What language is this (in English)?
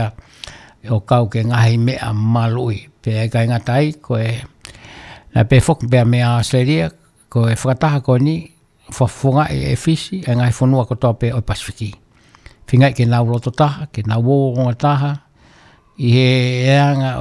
Tongan